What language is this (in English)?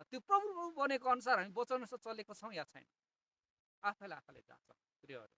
Nepali